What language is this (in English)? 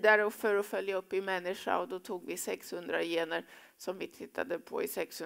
Swedish